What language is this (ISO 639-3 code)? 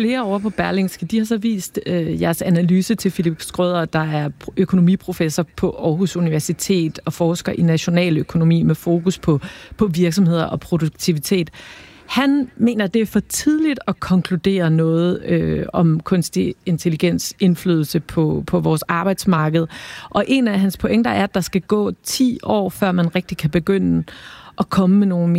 dan